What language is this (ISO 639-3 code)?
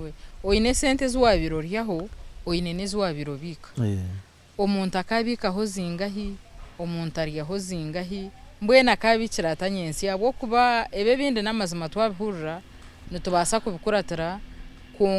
nyn